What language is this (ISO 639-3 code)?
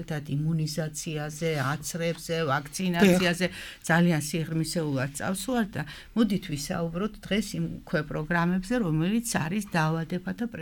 kat